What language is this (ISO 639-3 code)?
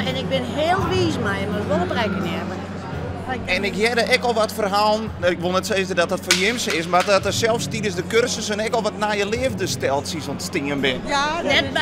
fry